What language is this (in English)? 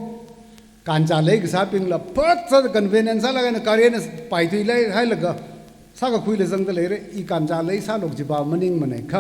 Tangkhul Naga (India)